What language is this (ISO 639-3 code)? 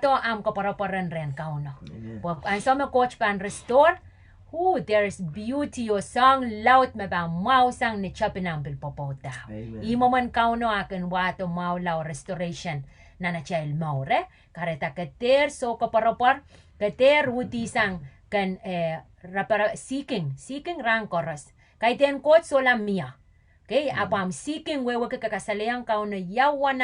pon